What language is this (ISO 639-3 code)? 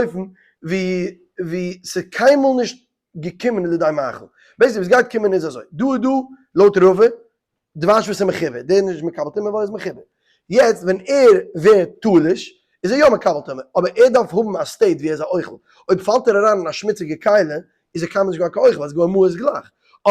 yid